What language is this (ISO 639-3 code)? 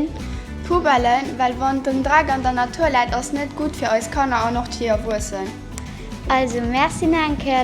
ltz